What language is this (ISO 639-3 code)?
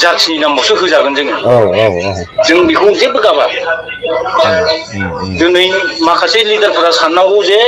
brx